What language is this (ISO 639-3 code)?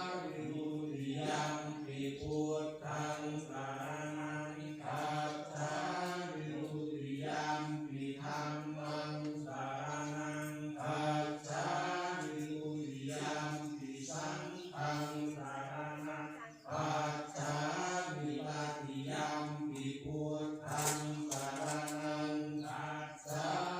pli